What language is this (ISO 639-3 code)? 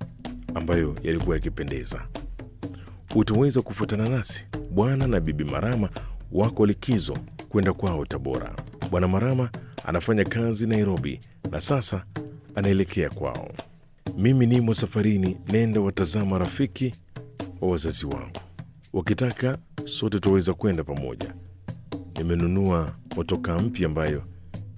swa